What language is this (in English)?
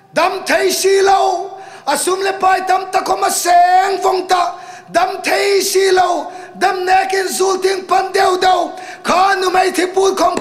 Hmar